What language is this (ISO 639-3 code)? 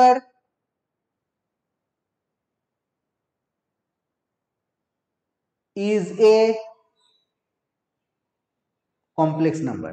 ben